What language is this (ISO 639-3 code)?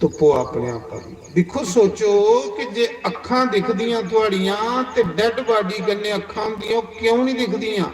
doi